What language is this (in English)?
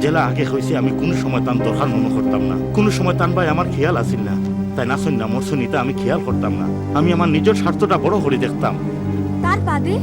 Sylheti